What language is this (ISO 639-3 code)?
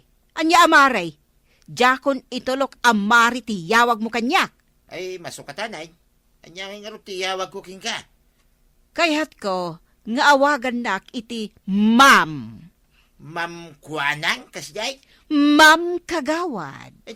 ilo